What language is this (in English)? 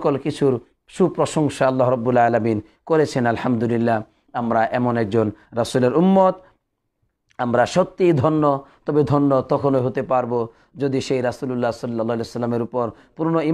Bangla